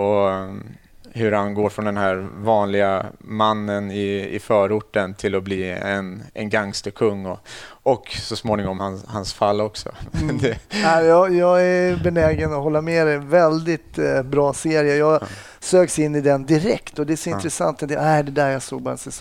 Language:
Swedish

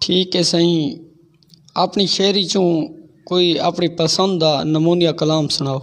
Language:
Saraiki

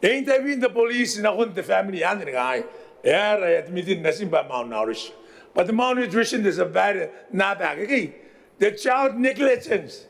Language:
Gilbertese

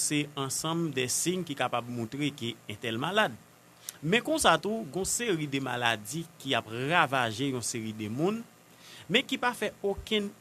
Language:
Haitian Creole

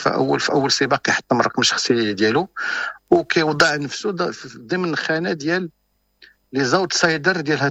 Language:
Moroccan Arabic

